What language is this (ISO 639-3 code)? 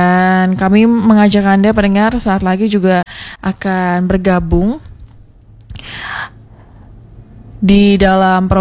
ind